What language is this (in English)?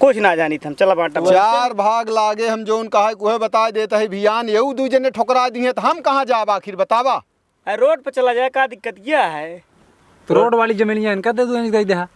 Awadhi